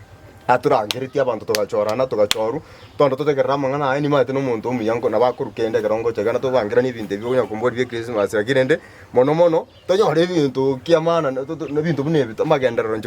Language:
Gusii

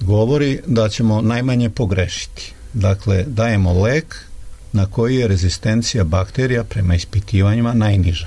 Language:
Serbian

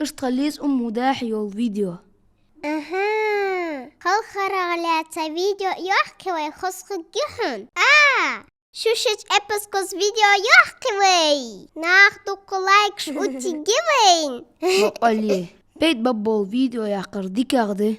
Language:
Ingush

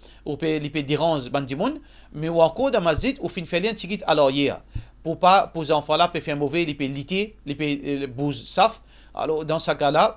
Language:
Morisyen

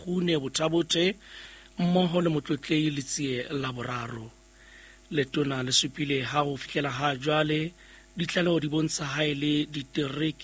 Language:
Southern Sotho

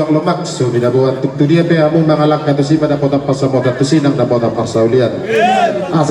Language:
Batak Toba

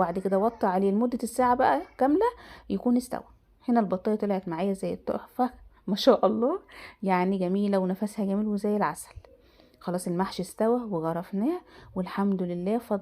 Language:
Egyptian Arabic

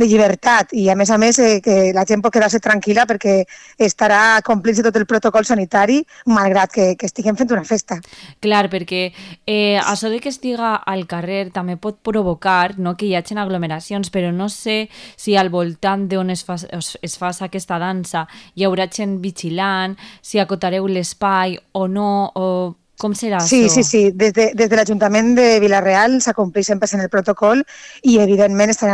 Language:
Catalan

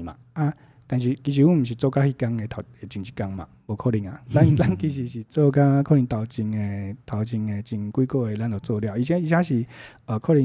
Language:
Min Nan Chinese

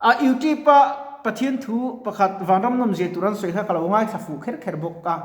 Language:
Mizo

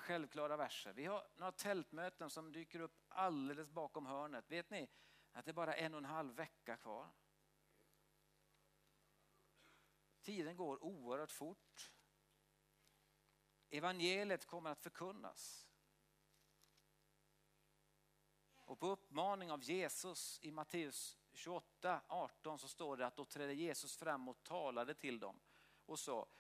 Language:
Swedish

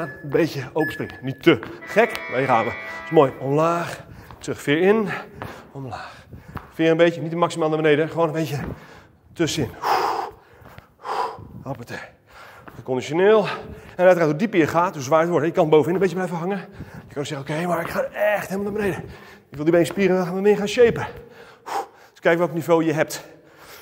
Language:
Dutch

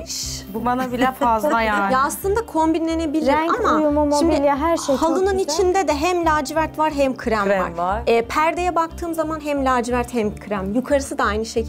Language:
Turkish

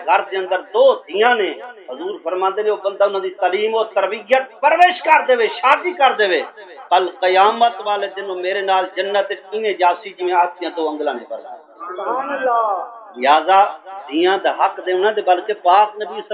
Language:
Saraiki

